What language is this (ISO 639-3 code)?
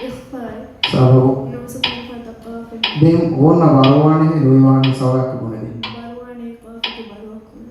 div